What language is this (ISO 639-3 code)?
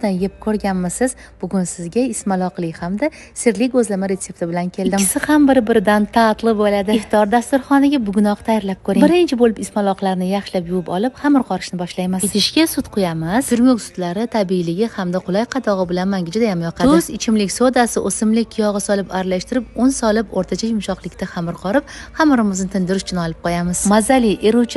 uzb